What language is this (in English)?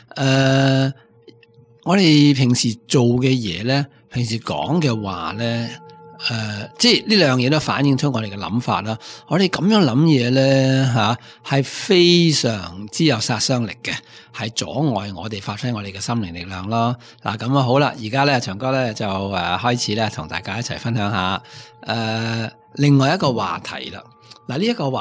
Cantonese